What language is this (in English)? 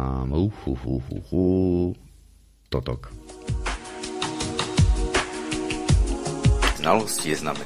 Czech